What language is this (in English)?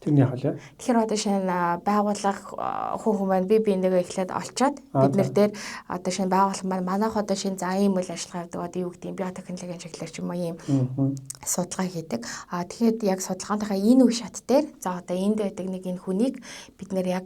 Mongolian